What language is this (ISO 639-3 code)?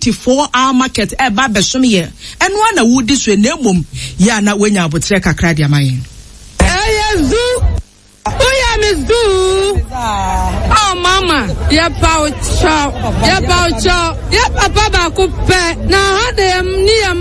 aka